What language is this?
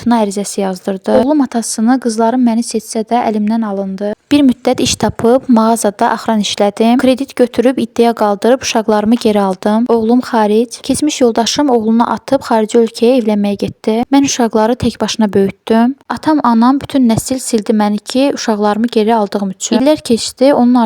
Azerbaijani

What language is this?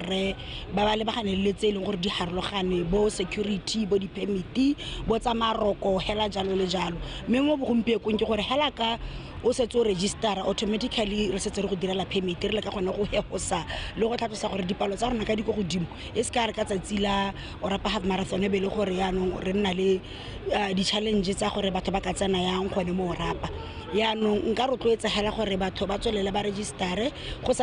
Tswana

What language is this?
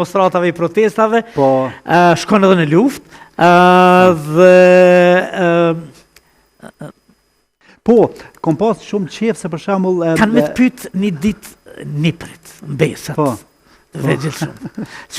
Albanian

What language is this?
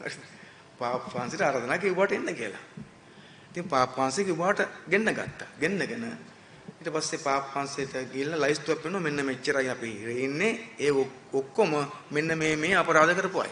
Sinhala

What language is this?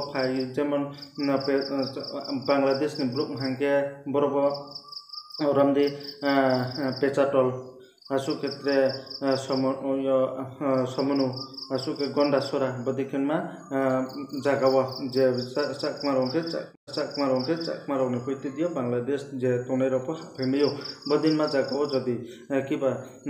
Riang (India)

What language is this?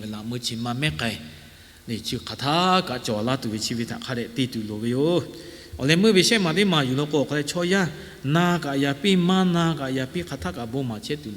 Lahu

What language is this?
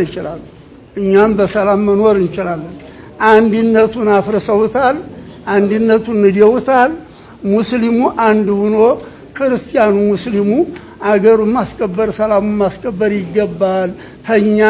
Amharic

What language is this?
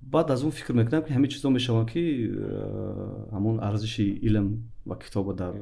Tajik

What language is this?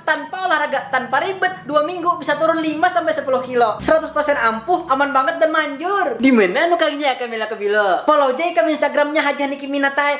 Banjar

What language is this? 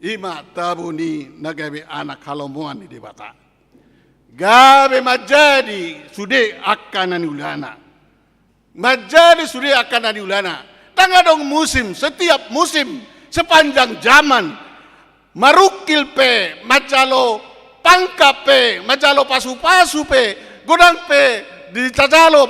Batak Toba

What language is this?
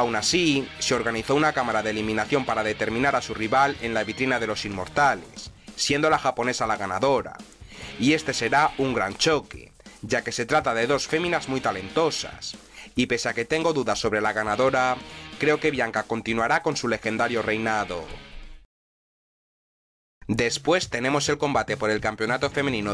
Spanish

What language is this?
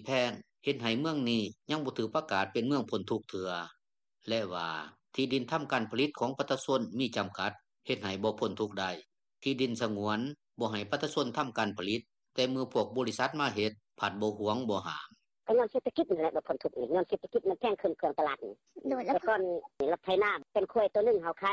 Lao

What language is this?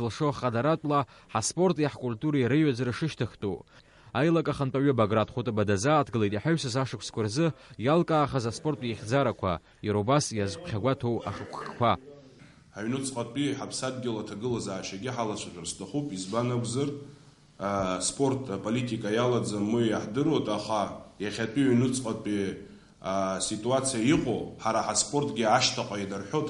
Abkhazian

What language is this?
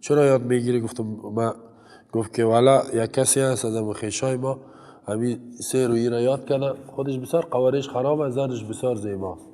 Persian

